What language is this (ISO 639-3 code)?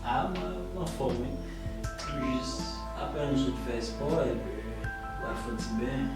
hat